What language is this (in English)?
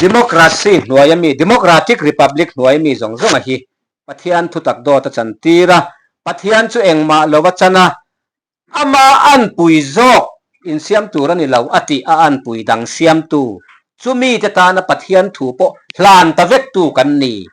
Mizo